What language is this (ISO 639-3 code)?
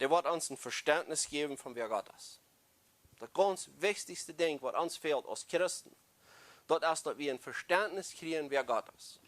pdt